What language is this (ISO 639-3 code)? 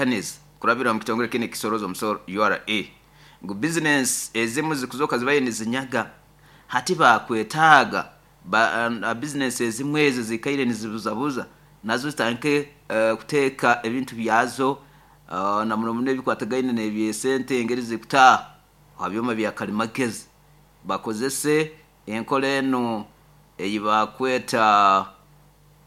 nyo